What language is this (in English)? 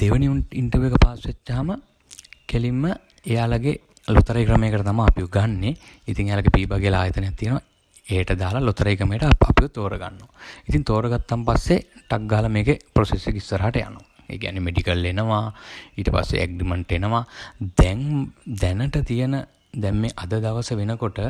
Sinhala